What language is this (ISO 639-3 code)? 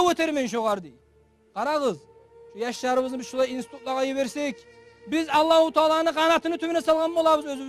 kum